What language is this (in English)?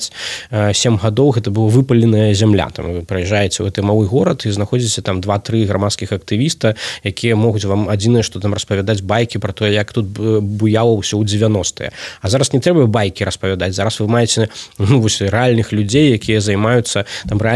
Belarusian